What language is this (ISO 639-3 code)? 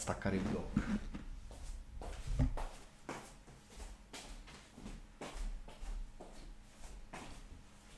ita